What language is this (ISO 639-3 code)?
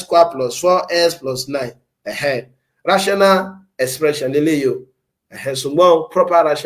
yor